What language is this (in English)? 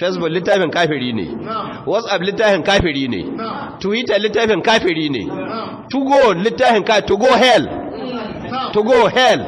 Hausa